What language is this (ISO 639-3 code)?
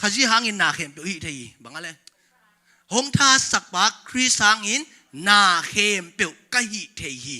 ctd